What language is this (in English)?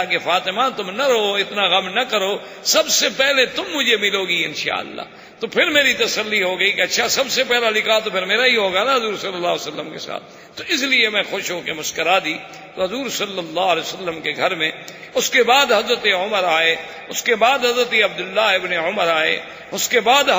Urdu